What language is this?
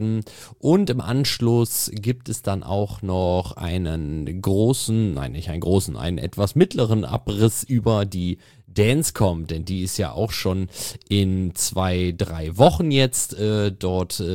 German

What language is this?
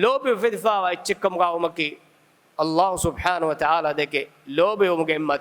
Divehi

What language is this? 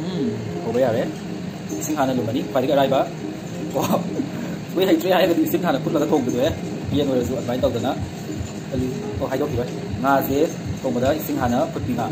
Manipuri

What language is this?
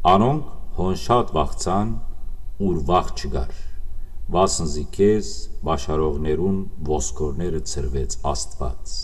Western Armenian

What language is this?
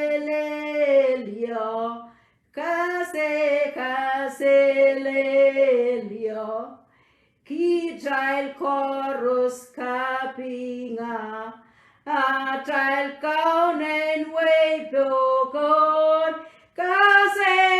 Pohnpeian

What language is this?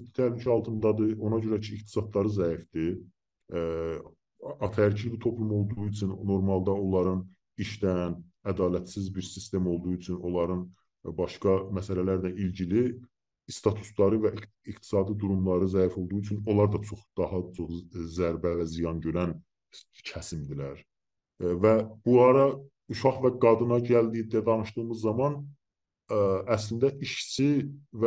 South Azerbaijani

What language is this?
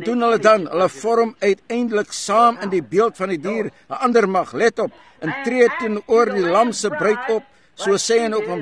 Afrikaans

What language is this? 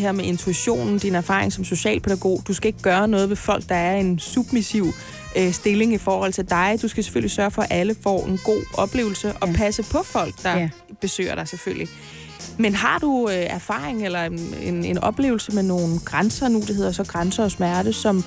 Danish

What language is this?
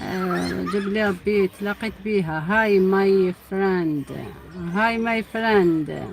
Algerian Arabic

